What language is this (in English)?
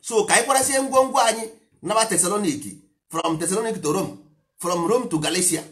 Igbo